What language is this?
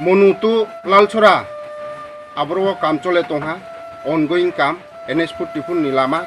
Riang (India)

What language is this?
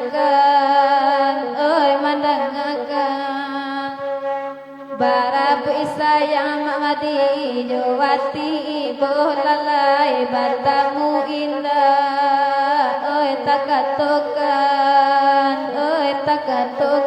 Minangkabau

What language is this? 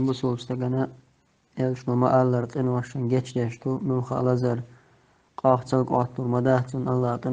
Chechen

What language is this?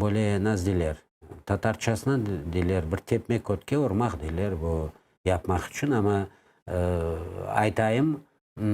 Crimean Tatar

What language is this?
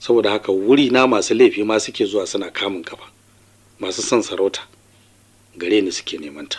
Hausa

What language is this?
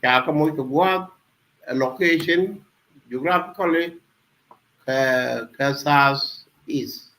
Nuer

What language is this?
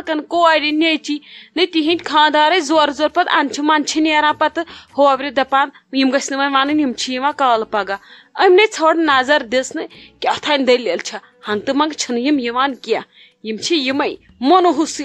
Kashmiri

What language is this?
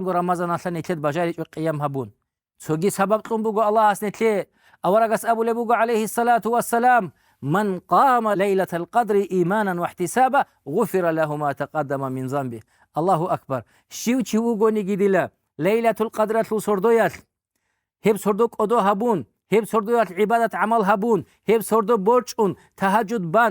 Avaric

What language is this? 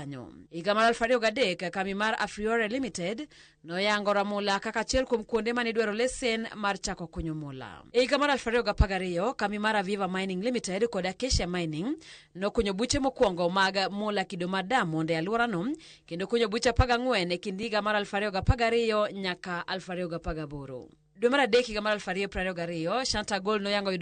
Luo (Kenya and Tanzania)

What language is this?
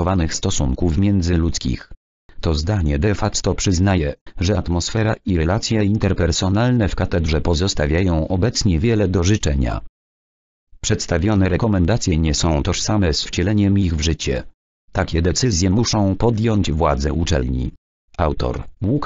Polish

